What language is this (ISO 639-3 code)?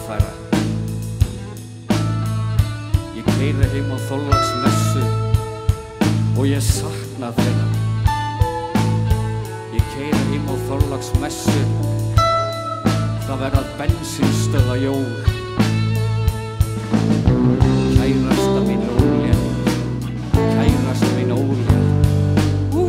isl